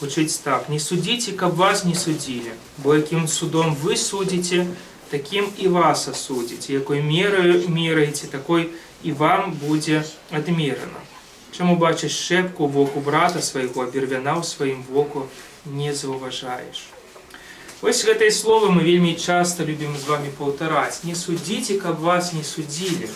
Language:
Belarusian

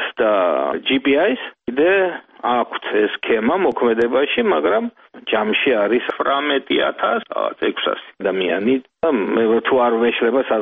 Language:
Georgian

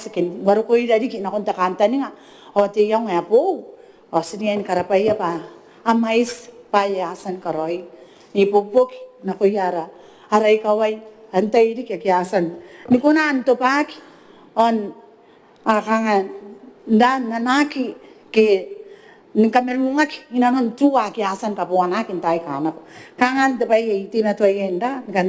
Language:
Gilbertese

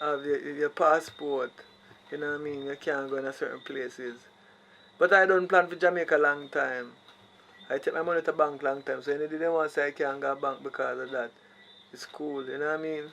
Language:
Jamaican Creole English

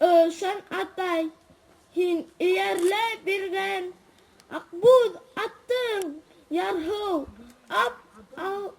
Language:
Bashkir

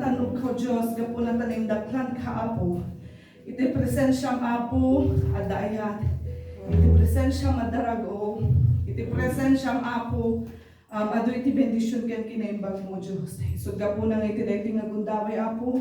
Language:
Iloko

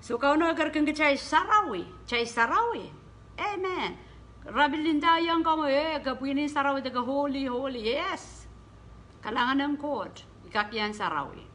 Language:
Pohnpeian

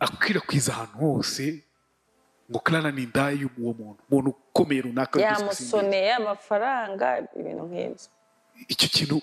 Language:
Kinyarwanda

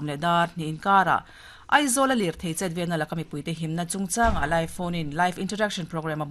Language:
Mizo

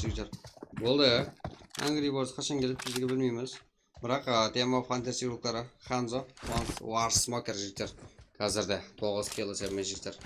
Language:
Kara-Kalpak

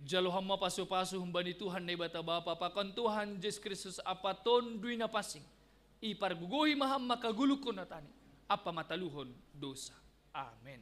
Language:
Batak Simalungun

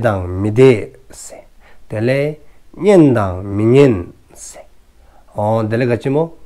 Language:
Dzongkha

